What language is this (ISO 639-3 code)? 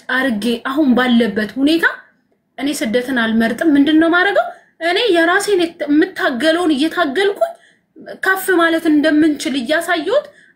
amh